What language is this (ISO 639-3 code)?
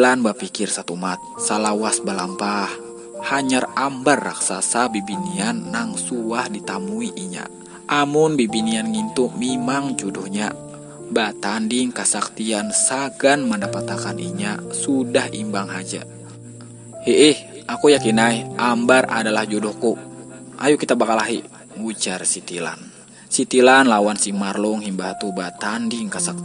bjn